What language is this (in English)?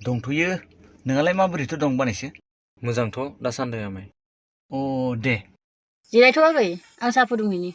Bodo